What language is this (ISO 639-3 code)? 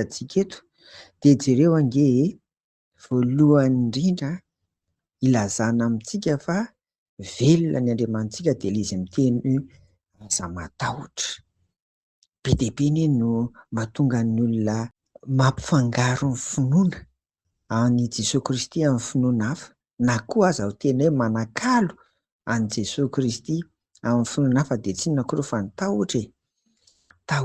mlg